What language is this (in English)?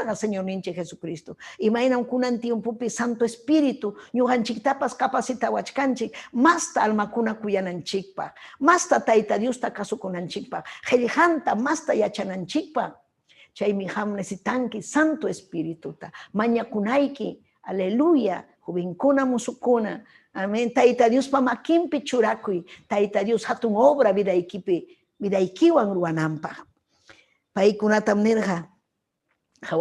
Ayacucho Quechua